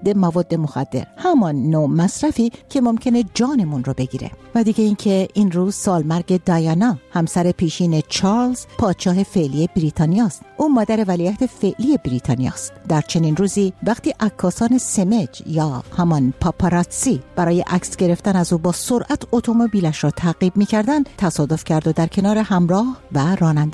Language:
Persian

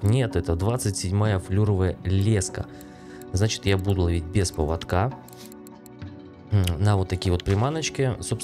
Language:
Russian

